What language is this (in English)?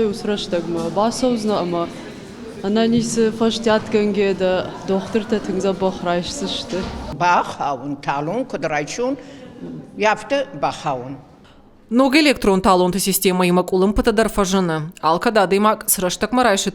Ossetic